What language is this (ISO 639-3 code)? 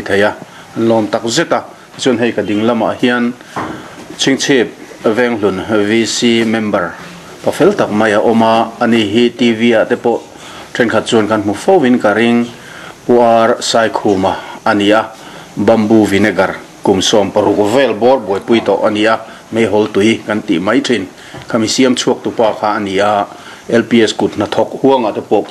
lus